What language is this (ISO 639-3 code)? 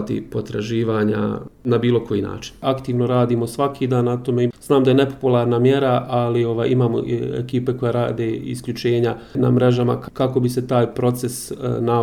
hrv